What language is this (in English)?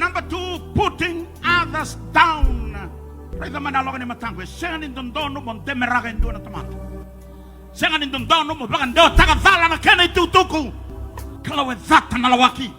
Fijian